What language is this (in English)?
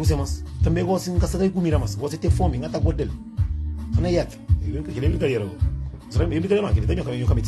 Kabuverdianu